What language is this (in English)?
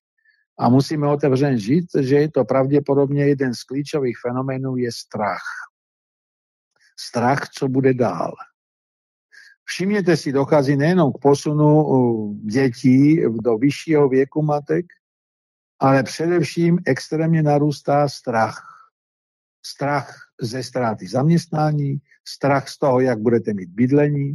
Czech